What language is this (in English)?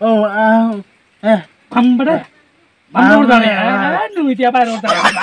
Santali